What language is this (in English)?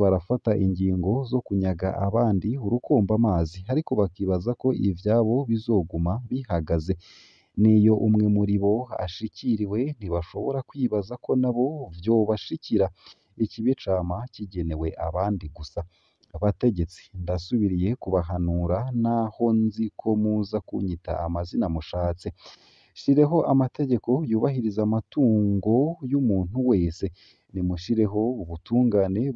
Rundi